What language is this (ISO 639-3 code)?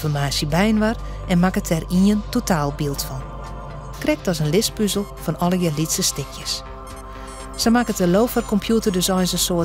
fry